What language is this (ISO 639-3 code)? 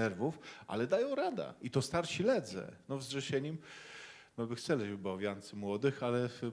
csb